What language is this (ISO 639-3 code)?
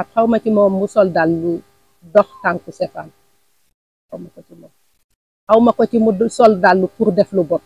wol